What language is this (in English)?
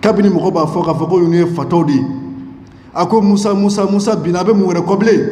Bambara